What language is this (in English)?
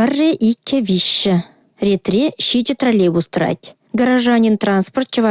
Chuvash